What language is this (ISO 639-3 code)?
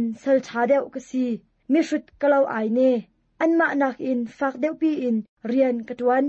cnh